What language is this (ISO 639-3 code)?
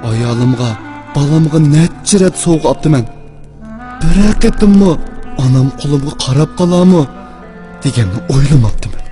uig